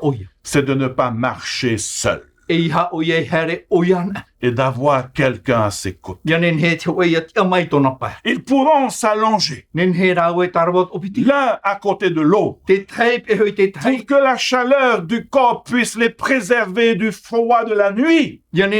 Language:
Tahitian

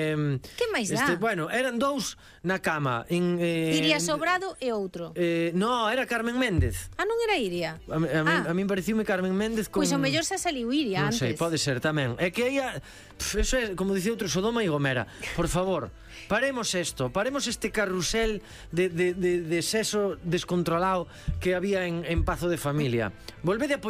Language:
Galician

